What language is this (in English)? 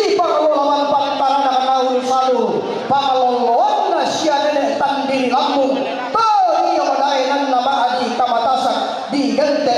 Toraja-Sa'dan